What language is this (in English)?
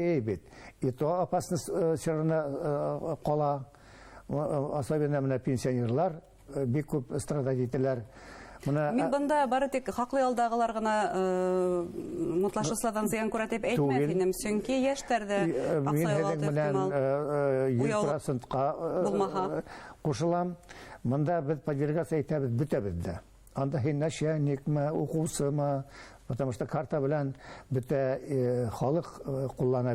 Bashkir